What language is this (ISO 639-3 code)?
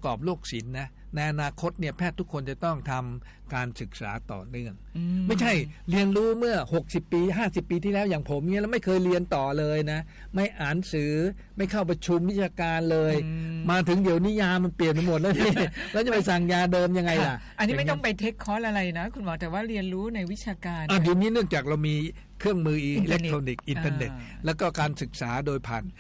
tha